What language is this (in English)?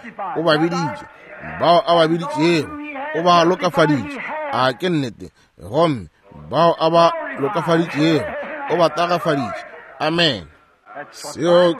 Northern Sotho